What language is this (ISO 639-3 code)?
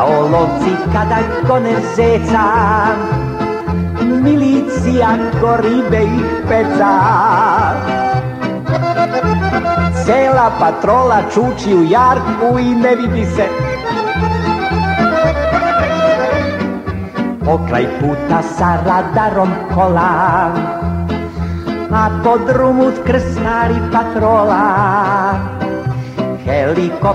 srp